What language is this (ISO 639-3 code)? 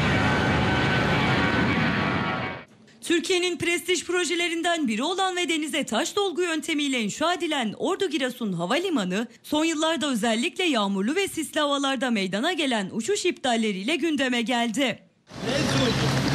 tur